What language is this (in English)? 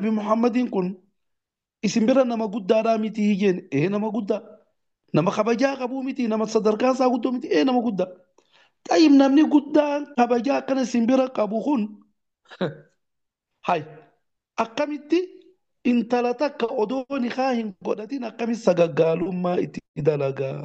Oromo